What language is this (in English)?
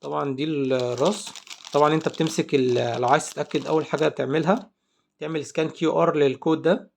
Egyptian Arabic